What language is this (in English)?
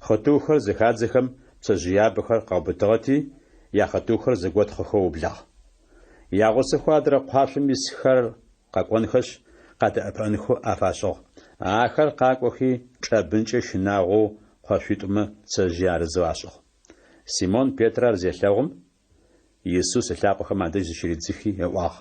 Adyghe